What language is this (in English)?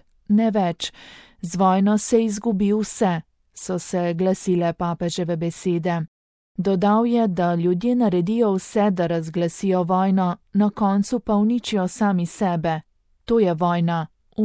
Slovenian